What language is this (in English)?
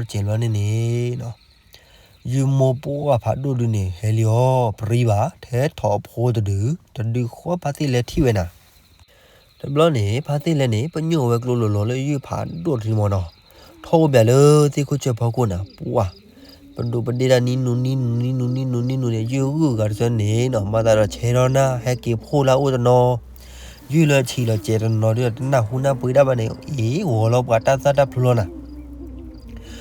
S'gaw Karen